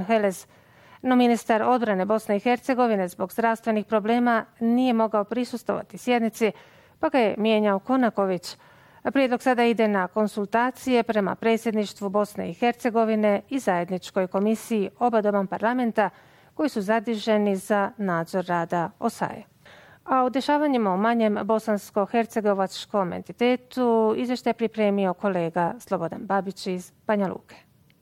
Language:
Bosnian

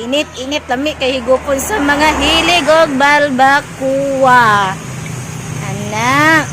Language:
Cebuano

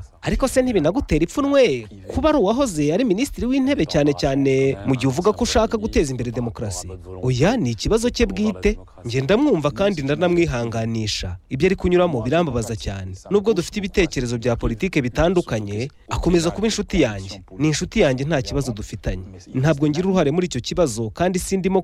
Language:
Kinyarwanda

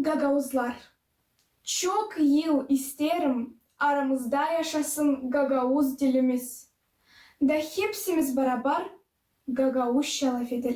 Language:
Gagauz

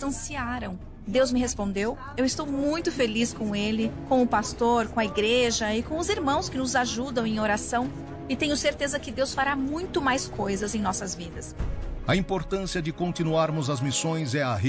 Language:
Portuguese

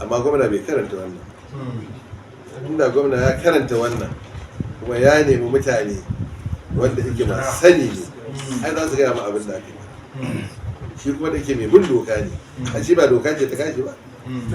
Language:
Hausa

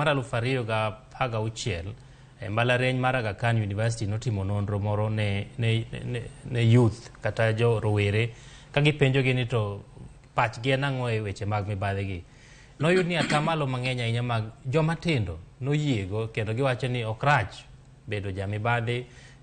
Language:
Luo (Kenya and Tanzania)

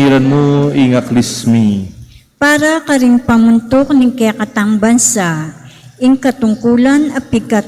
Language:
Pampanga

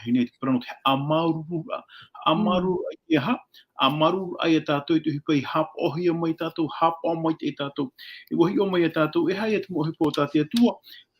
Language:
Tahitian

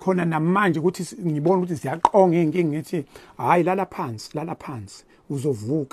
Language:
Zulu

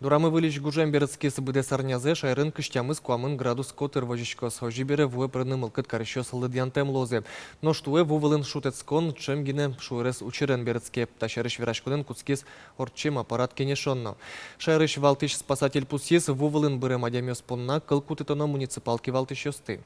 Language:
Udmurt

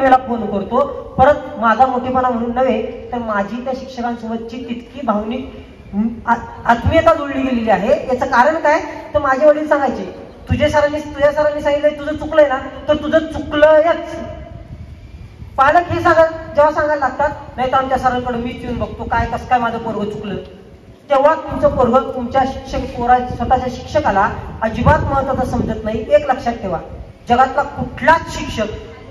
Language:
Marathi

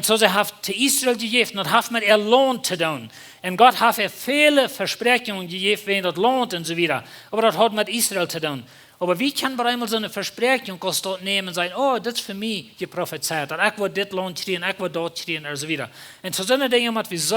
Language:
Plautdietsch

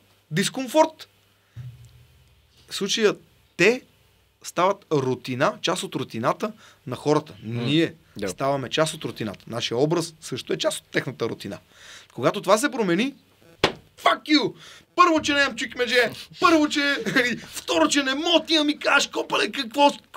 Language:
Bulgarian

